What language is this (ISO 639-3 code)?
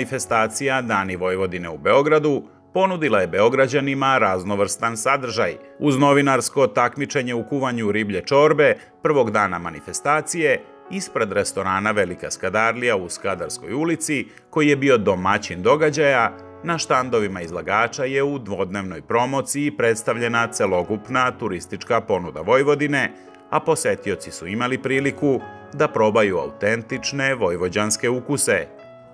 srp